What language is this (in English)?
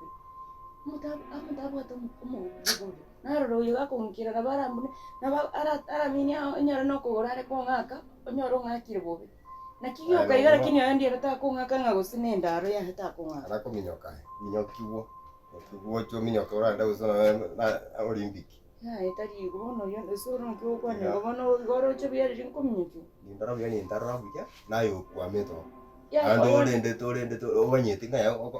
Gusii